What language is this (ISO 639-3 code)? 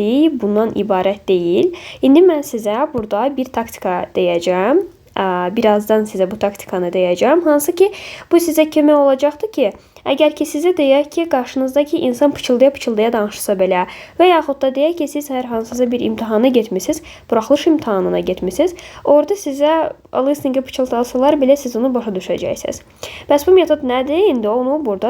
aze